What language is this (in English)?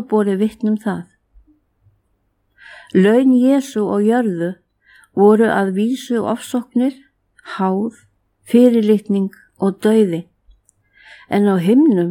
Icelandic